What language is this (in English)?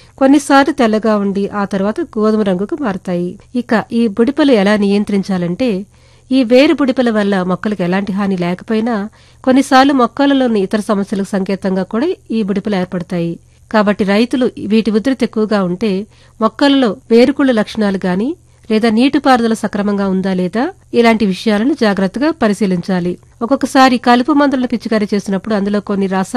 Telugu